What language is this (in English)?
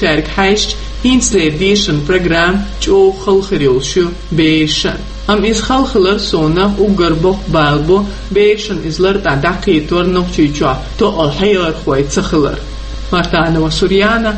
Chechen